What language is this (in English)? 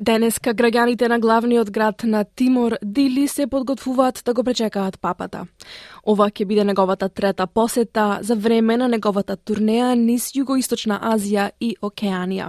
Macedonian